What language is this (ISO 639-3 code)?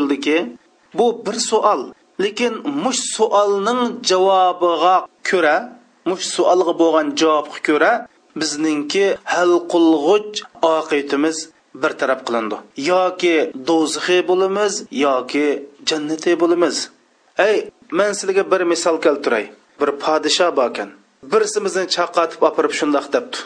uig